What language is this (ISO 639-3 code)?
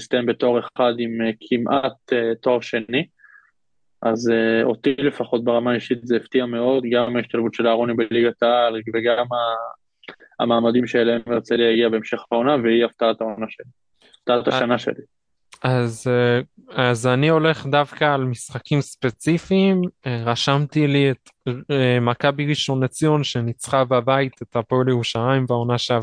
heb